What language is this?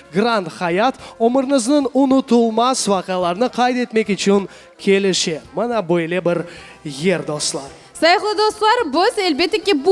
Crimean Tatar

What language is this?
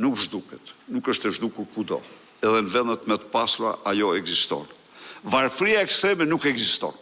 Albanian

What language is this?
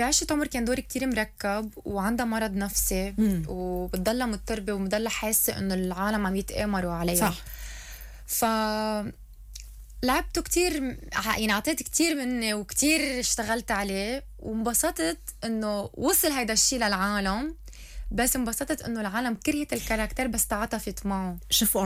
North Levantine Arabic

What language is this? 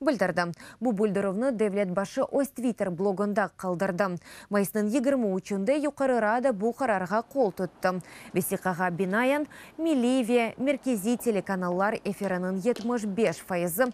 Crimean Tatar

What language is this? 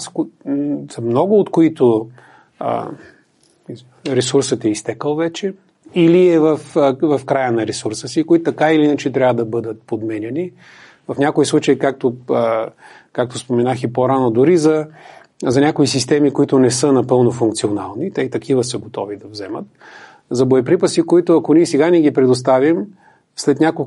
Bulgarian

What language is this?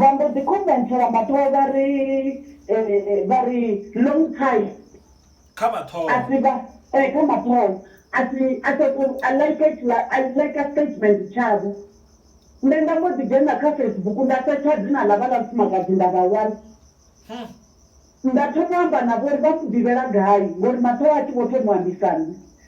Venda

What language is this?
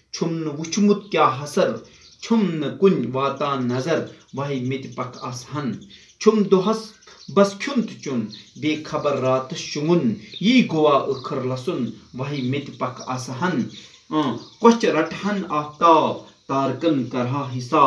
Kashmiri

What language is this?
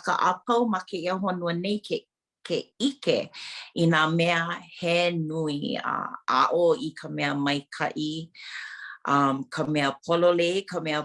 Hawaiian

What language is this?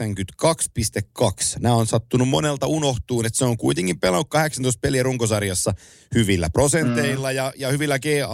Finnish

